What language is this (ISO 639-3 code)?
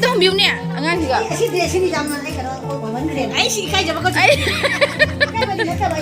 mni